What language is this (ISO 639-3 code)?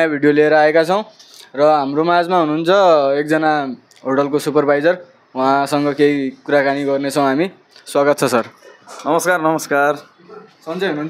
nep